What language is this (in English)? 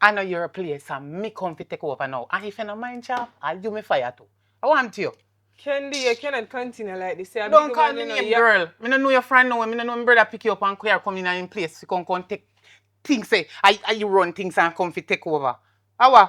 Jamaican Creole English